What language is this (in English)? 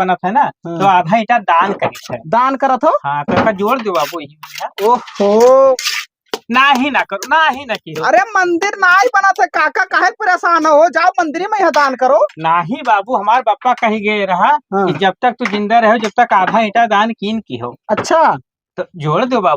Awadhi